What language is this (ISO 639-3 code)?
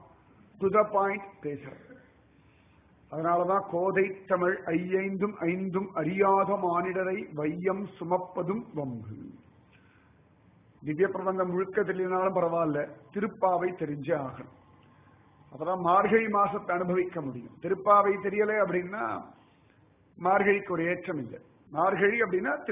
tam